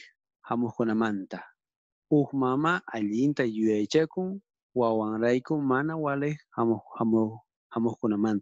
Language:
South Bolivian Quechua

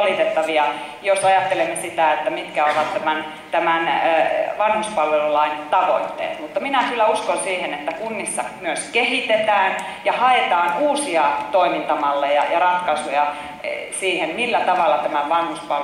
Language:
Finnish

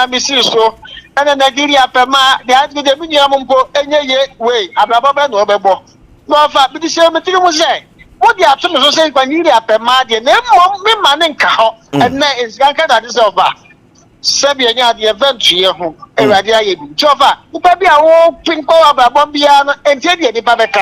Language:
Akan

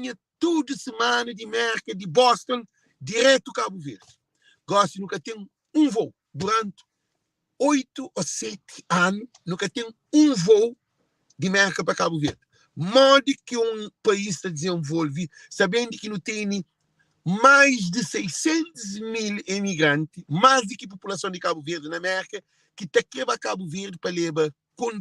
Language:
Kabuverdianu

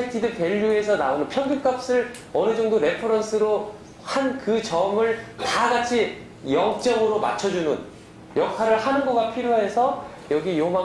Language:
Korean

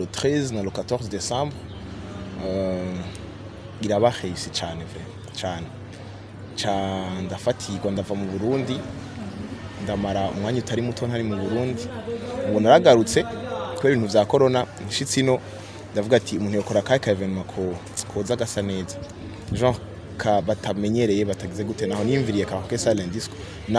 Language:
Rundi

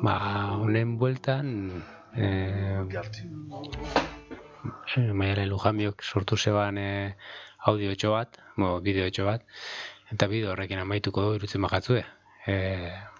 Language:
Basque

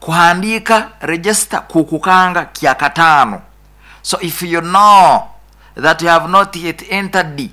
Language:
Nyoro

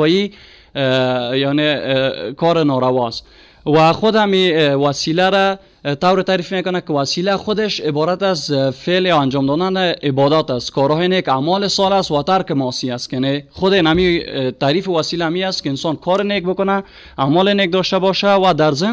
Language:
Persian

